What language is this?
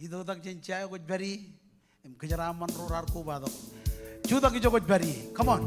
Marshallese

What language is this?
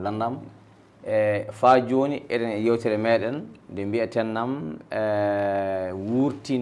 Fula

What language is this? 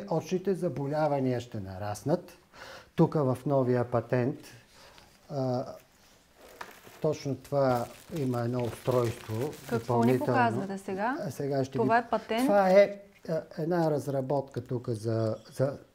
Bulgarian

